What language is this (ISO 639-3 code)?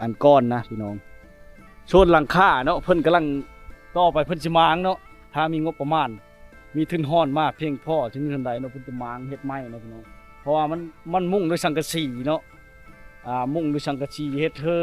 lao